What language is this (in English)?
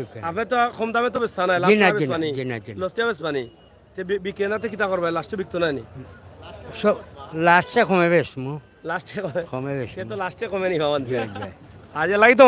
Sylheti